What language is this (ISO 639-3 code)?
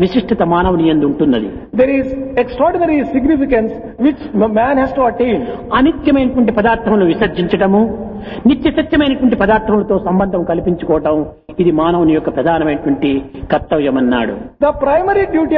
tel